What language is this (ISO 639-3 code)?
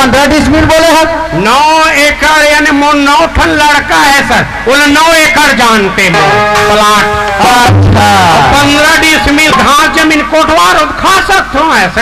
hne